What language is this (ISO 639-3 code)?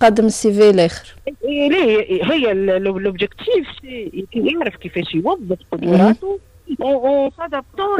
aeb